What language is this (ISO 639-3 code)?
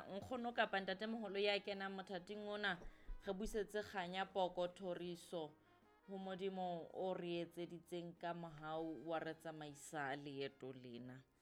sot